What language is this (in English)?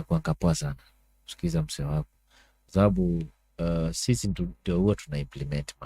Kamba